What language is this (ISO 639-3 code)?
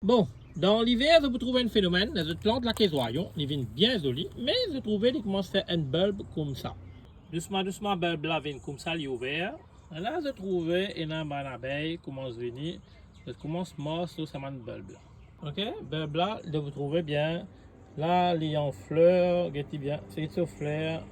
mfe